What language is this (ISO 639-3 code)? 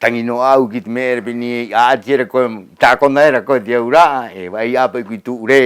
rap